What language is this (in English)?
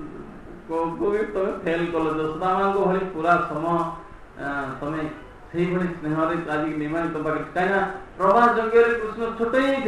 Odia